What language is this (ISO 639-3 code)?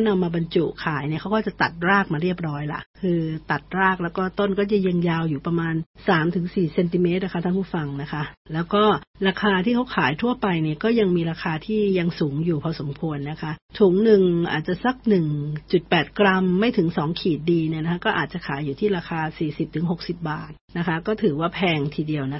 tha